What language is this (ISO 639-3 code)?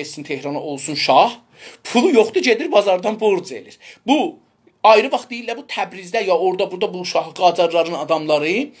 azb